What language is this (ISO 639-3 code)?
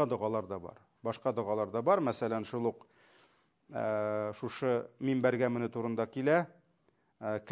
tat